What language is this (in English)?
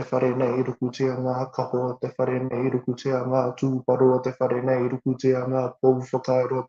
Māori